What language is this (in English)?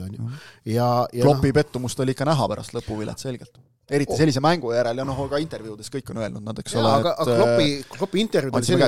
Estonian